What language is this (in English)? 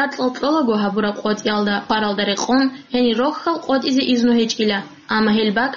Avaric